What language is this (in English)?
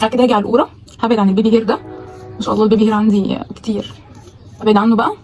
Egyptian Arabic